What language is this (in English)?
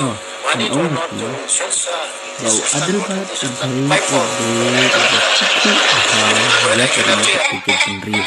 Khasi